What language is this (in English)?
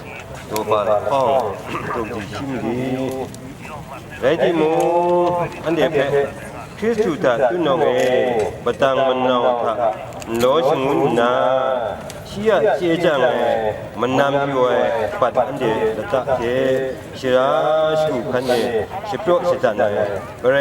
Kachin